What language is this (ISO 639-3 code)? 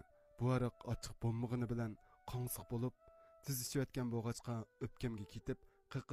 uig